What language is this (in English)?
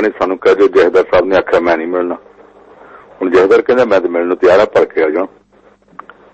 Punjabi